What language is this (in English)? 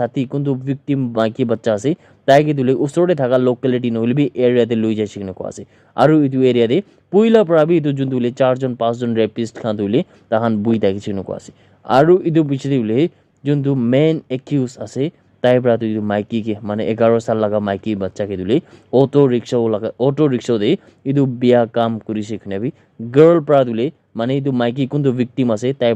Naga Pidgin